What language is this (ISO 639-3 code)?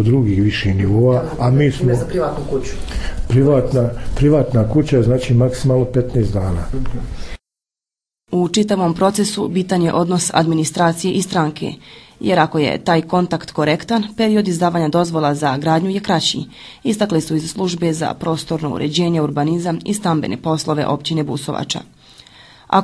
bos